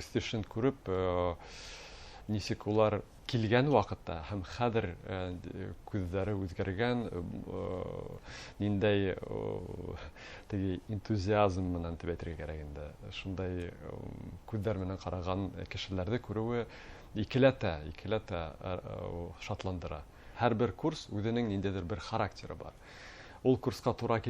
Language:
Bashkir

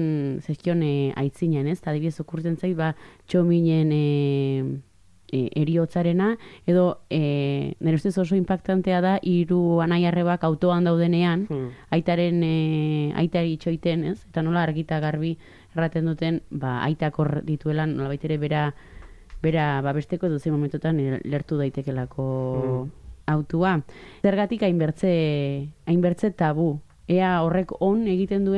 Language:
Basque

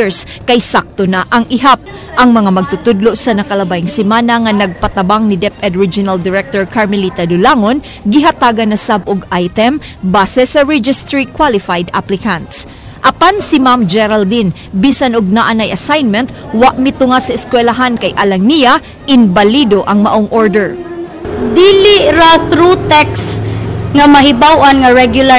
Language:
Cebuano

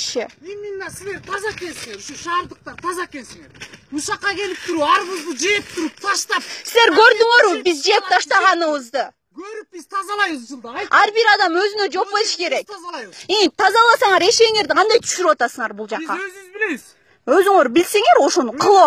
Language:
Kyrgyz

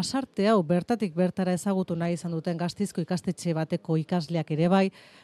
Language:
Basque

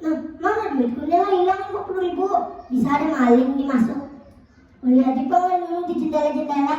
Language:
Banjar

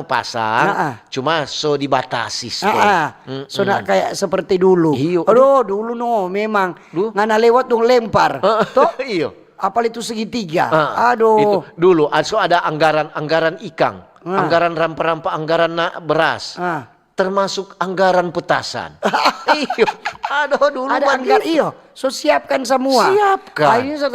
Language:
Manado Malay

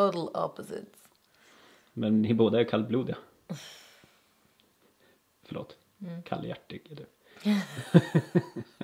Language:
Swedish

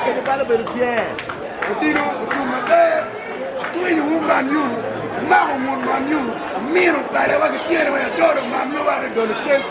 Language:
Acoli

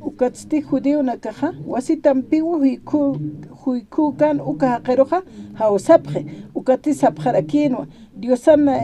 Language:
Aymara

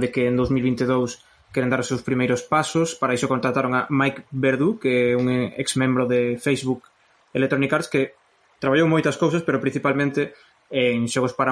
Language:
Galician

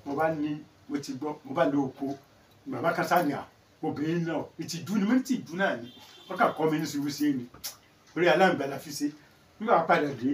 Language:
Yoruba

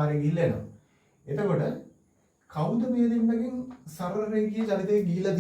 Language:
Sinhala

